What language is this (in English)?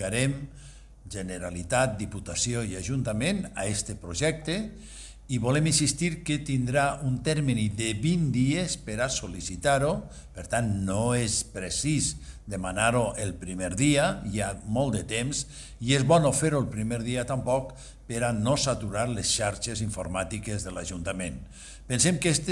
Catalan